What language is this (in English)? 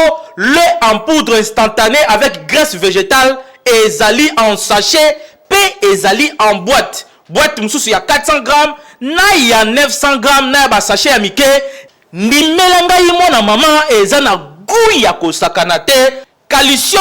Lingala